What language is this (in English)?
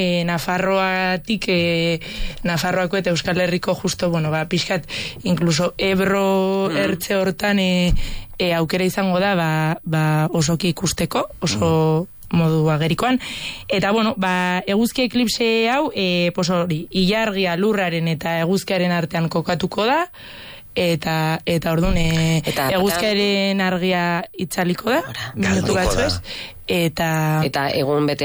Basque